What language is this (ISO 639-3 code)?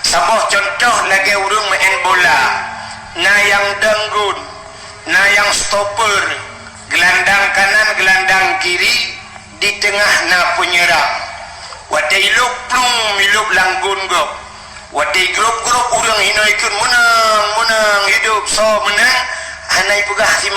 ace